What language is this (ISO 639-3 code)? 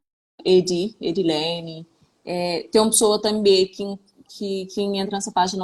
kea